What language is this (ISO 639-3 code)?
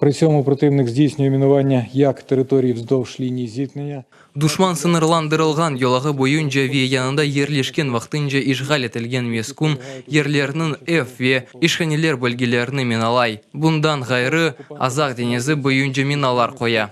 crh